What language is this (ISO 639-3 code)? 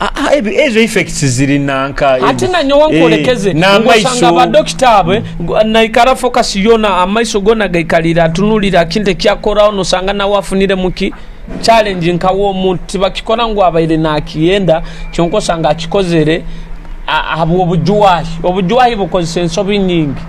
nyo